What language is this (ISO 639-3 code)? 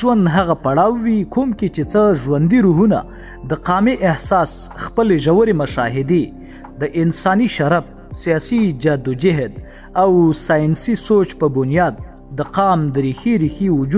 pus